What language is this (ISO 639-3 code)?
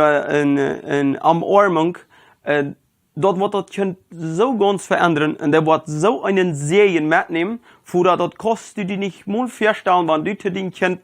pdt